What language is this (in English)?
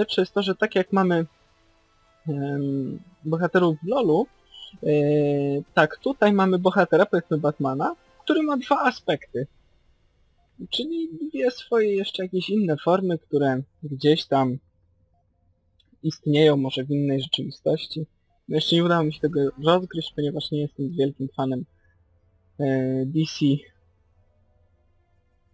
Polish